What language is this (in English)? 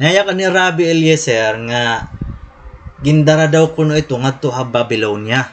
Waray